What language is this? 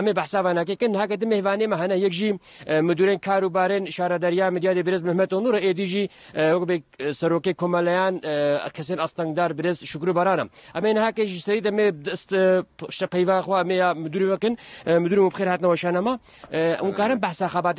Kurdish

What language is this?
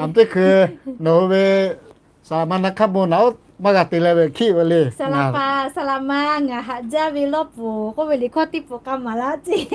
Lahu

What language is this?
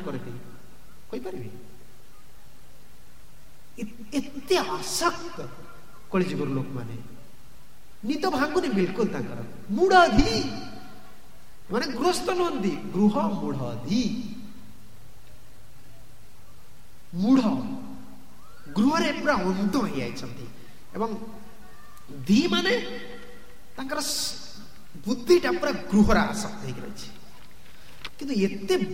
Odia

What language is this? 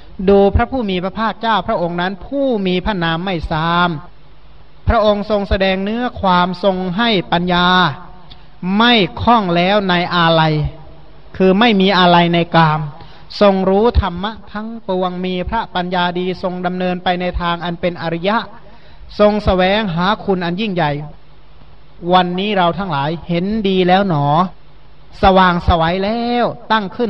Thai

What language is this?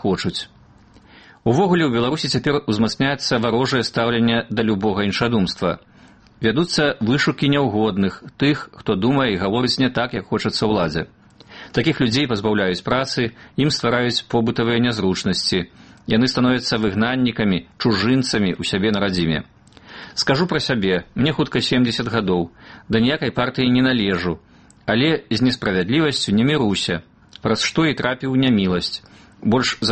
Belarusian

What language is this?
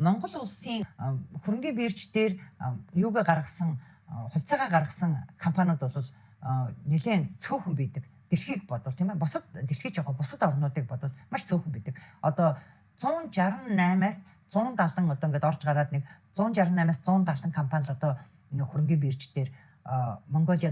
Mongolian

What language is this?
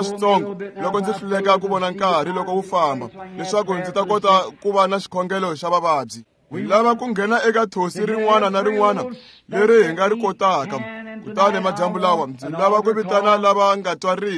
Tsonga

